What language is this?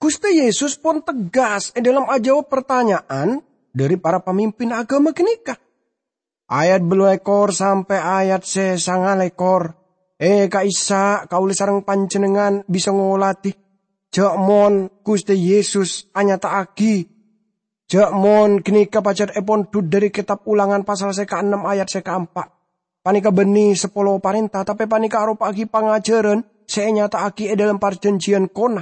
Madurese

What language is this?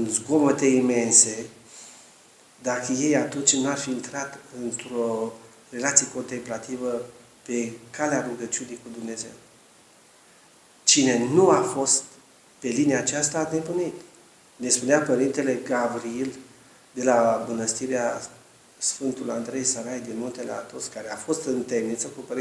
Romanian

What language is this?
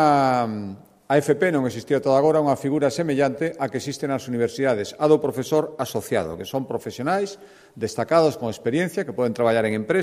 Galician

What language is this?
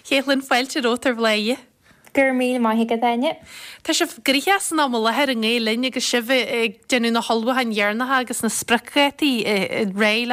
Irish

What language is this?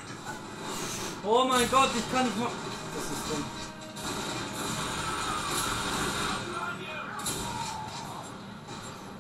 German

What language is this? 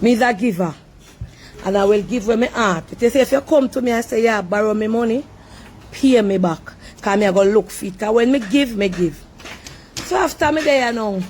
Jamaican Creole English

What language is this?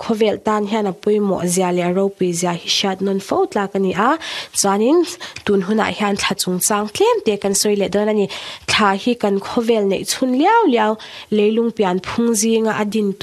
Mizo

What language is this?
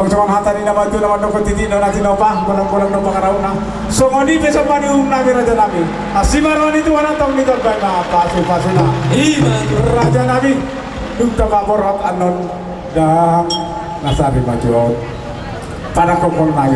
Batak Toba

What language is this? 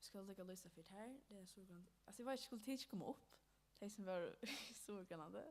Faroese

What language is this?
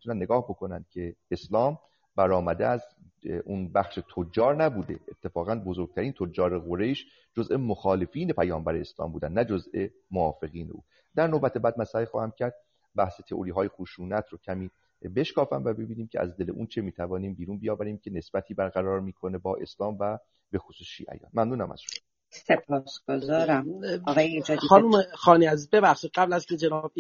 Persian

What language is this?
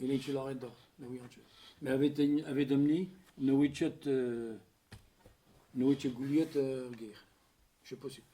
Breton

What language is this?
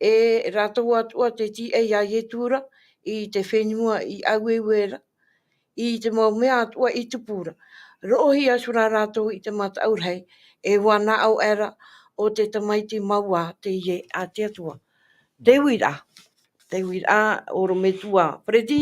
Tahitian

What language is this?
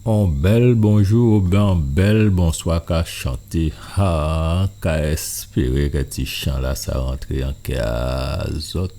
Guadeloupean Creole French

